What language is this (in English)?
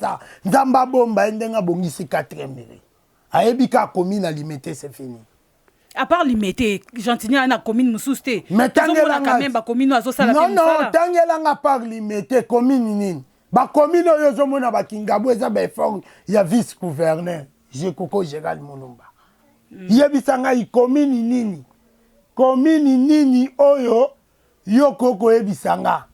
Lingala